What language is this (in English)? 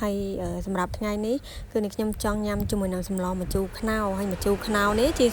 Khmer